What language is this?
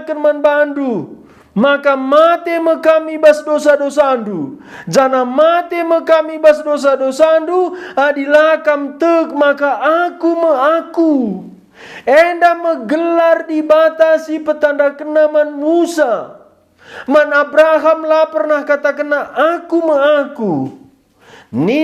Batak Karo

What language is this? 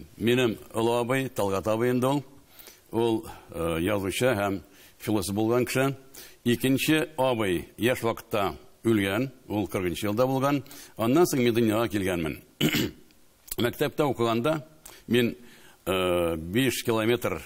Tatar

